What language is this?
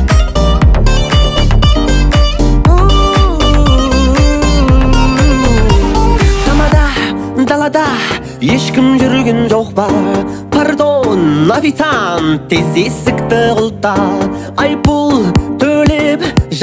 Kazakh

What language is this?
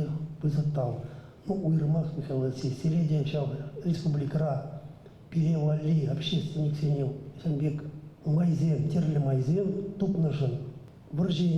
Chuvash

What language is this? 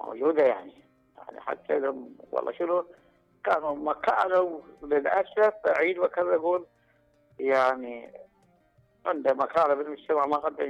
Mesopotamian Arabic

